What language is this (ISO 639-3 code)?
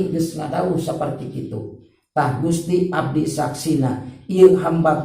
sun